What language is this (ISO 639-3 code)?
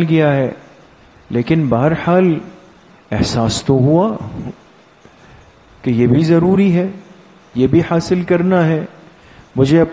urd